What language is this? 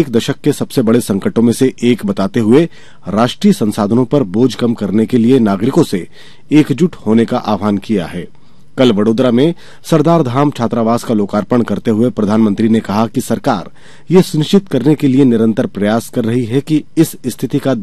Hindi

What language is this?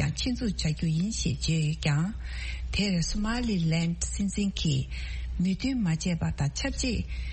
Tibetan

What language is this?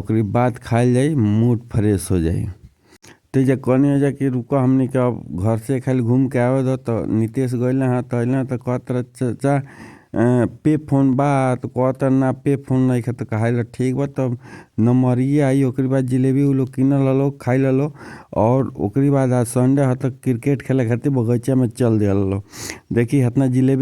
Bhojpuri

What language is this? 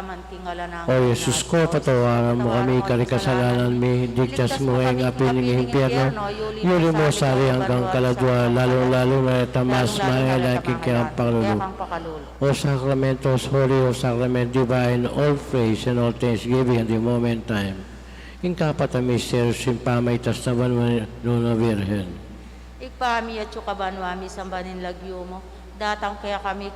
Pampanga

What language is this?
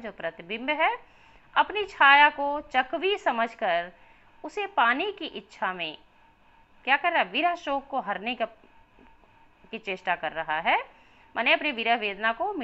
Hindi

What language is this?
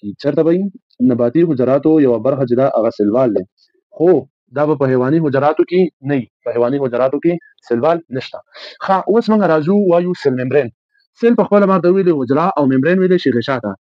Pashto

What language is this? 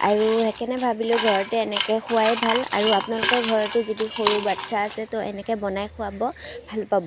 Assamese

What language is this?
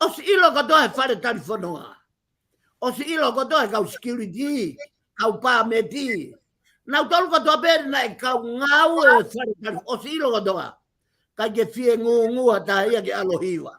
Tongan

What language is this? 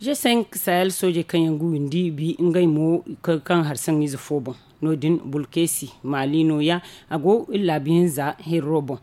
Zarma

